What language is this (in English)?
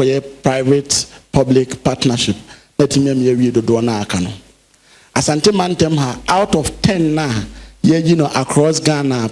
Akan